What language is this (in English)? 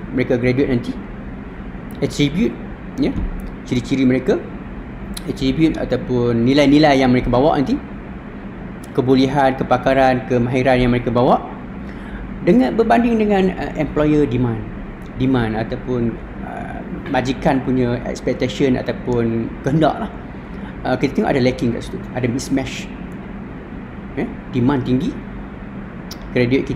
Malay